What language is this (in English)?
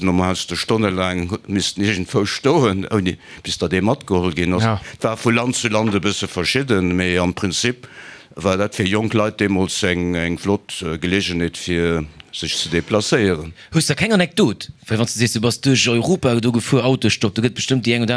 Luxembourgish